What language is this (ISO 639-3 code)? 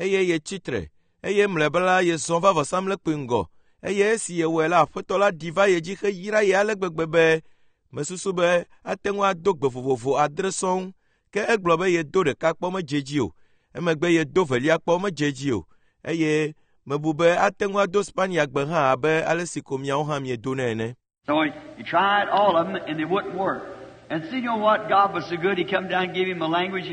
ewe